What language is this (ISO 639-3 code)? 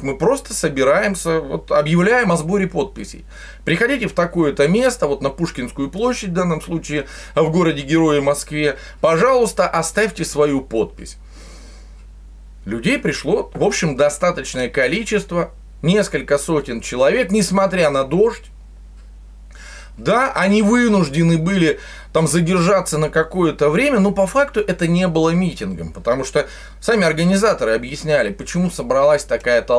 rus